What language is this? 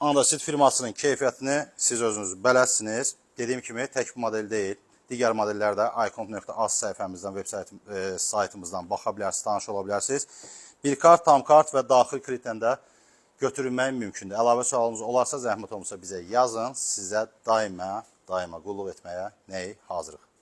Azerbaijani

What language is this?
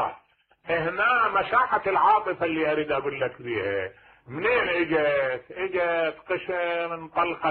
Mesopotamian Arabic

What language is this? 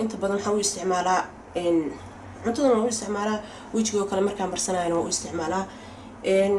Somali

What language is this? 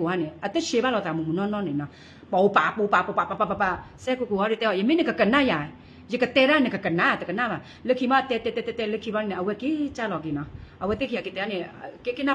S'gaw Karen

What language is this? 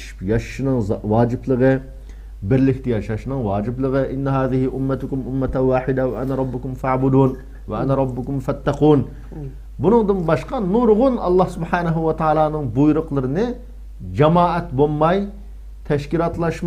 Uyghur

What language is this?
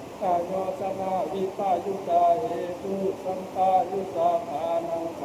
Pali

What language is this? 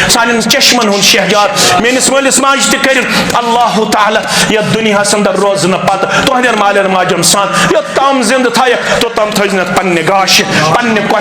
Kashmiri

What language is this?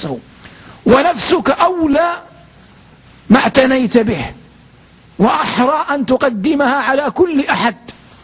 Arabic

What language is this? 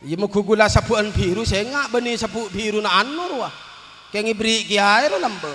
Madurese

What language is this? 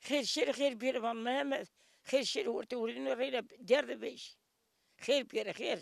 Zaza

